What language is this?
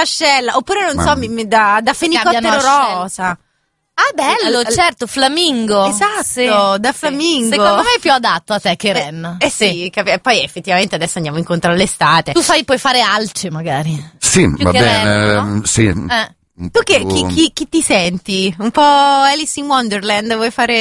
Italian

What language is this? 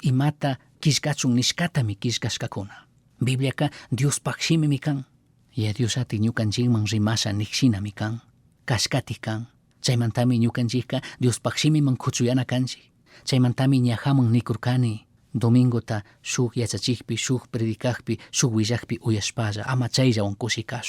Chimborazo Highland Quichua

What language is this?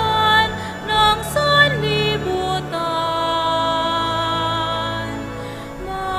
Pampanga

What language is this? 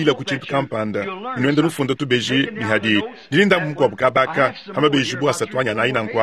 Luba-Lulua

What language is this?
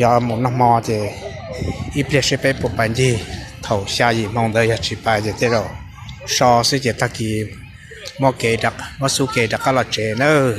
Hmong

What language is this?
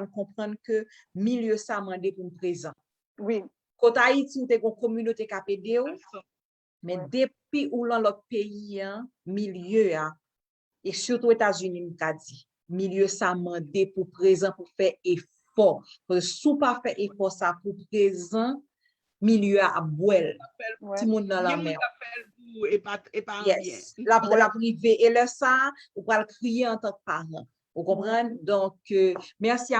Haitian Creole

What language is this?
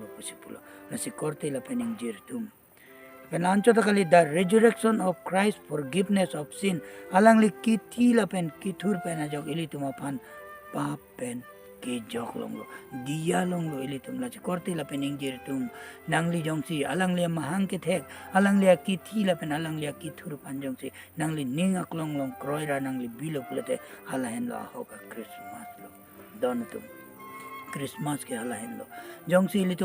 Karbi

